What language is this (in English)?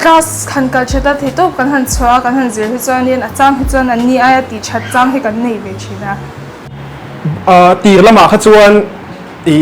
Mizo